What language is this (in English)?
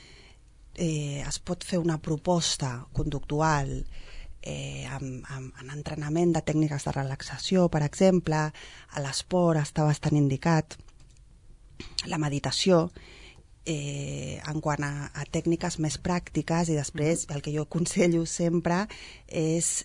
Catalan